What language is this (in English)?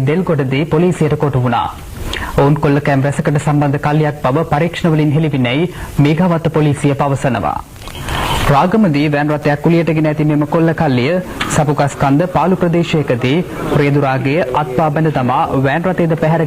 Sinhala